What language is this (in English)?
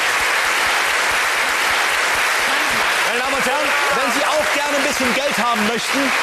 German